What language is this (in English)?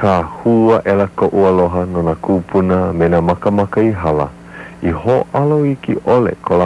Hawaiian